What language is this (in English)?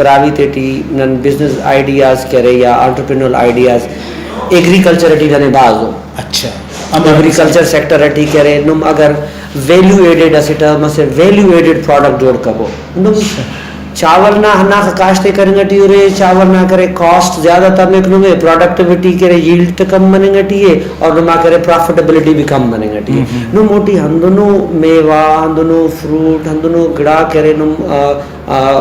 Brahui